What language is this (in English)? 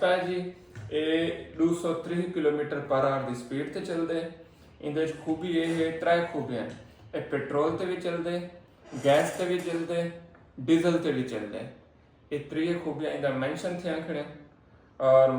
Saraiki